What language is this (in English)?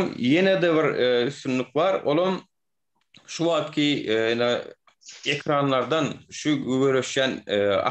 Turkmen